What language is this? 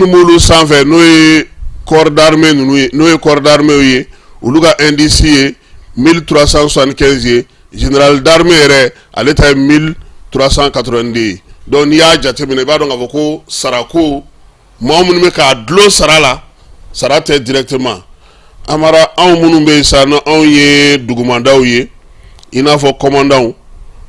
Bambara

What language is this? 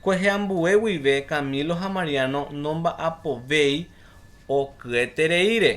Guarani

